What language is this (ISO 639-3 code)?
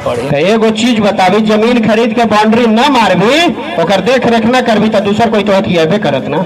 mag